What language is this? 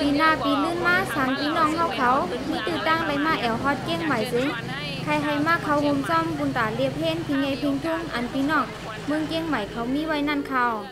Shan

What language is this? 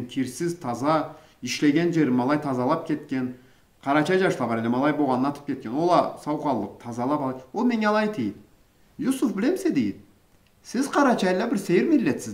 Karachay-Balkar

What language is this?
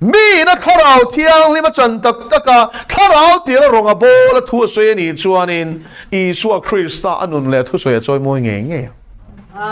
Mizo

